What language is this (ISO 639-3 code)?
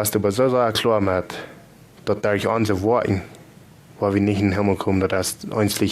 pdt